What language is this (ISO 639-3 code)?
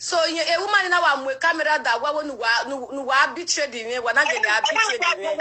pcm